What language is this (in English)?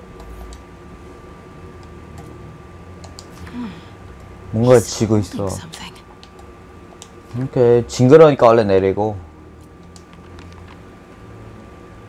Korean